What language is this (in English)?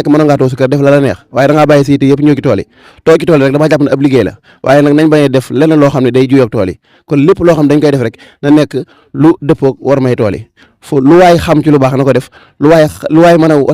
Wolof